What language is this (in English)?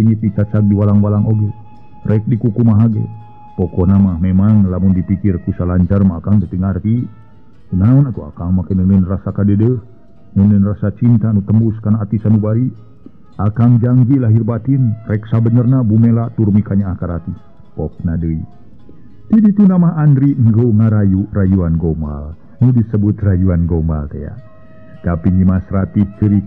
Sundanese